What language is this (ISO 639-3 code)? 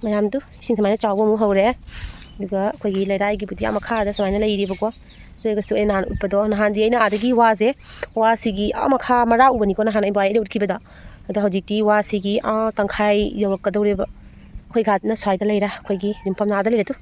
mni